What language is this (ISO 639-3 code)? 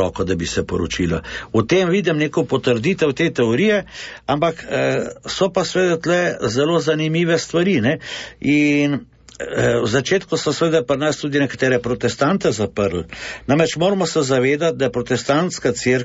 slv